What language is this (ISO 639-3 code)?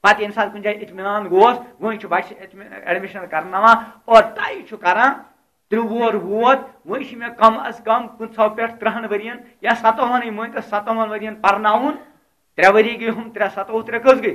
kas